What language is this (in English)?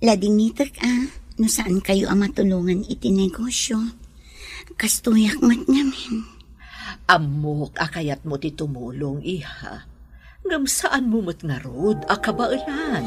Iloko